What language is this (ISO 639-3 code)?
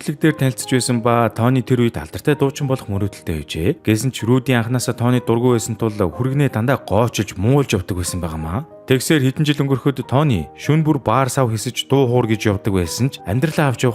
mon